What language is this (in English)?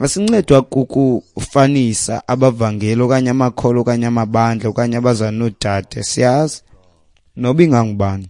Xhosa